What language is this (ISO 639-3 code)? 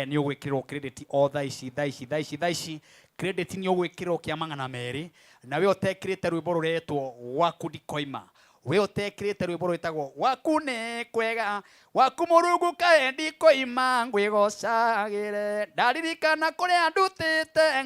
kik